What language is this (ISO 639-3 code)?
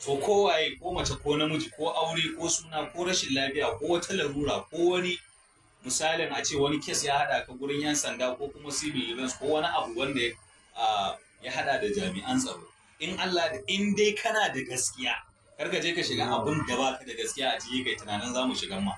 hau